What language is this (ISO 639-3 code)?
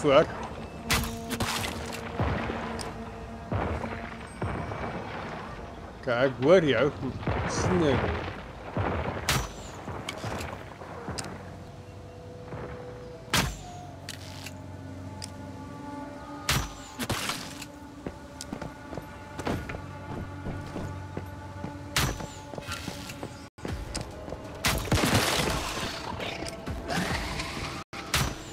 afr